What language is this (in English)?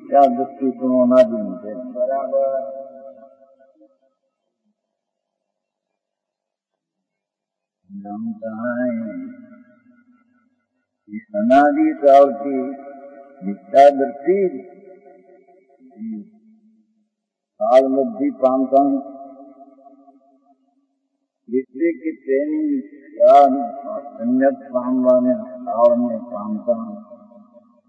Gujarati